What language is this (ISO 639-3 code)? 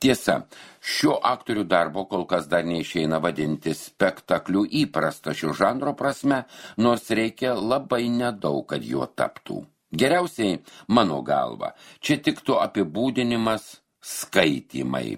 lit